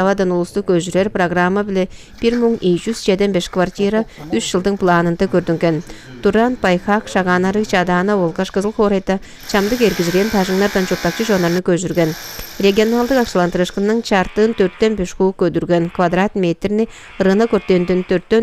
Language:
Tuvinian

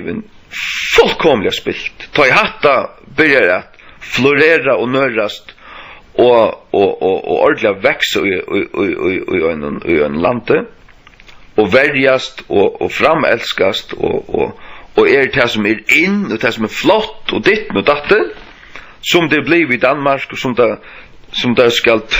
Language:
Faroese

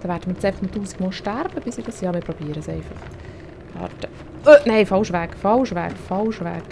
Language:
Swiss German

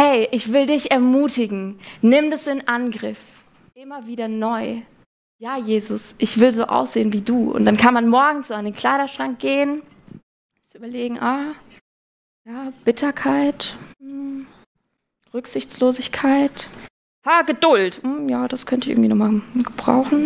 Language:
Swiss German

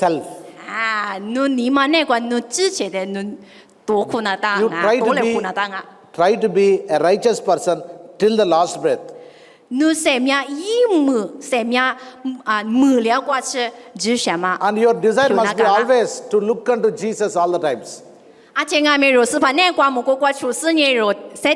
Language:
Lisu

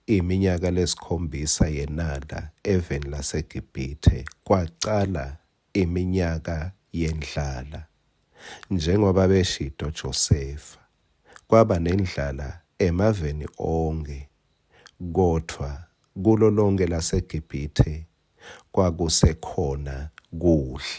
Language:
Swati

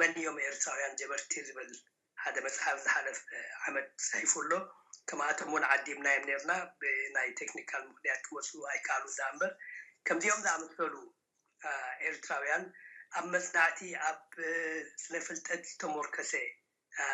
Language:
Tigrinya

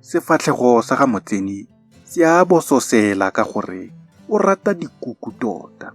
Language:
Tswana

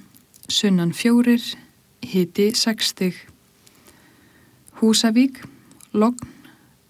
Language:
Icelandic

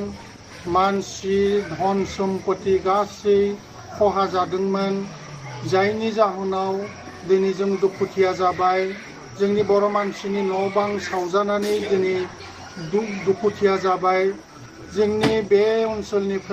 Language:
Bodo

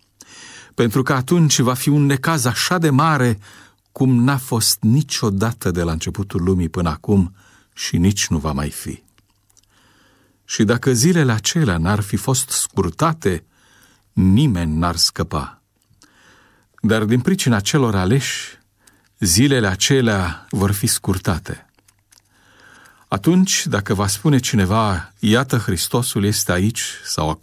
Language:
Romanian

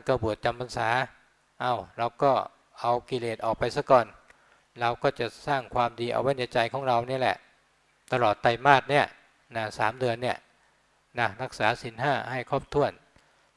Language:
Thai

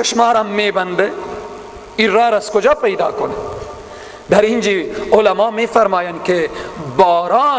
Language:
Persian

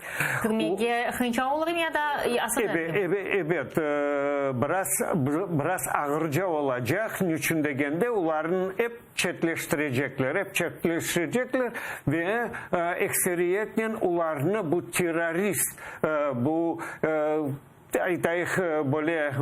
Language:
Crimean Tatar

